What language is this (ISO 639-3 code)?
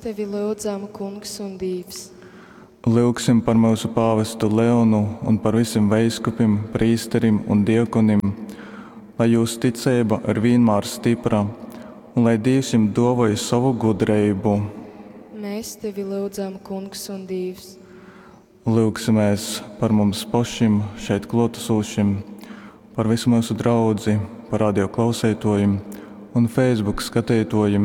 ltg